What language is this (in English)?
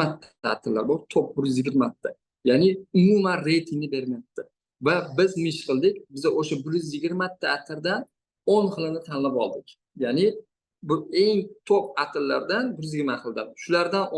Uzbek